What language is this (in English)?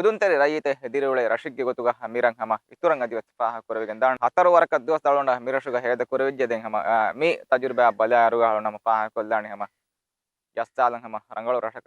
Divehi